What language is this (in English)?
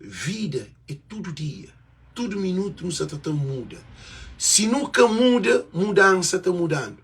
Kabuverdianu